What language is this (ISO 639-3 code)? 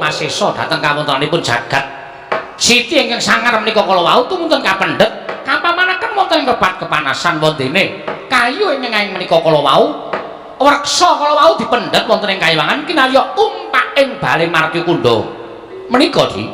jav